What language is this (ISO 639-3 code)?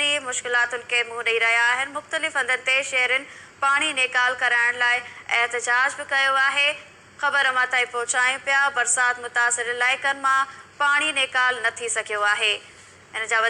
snd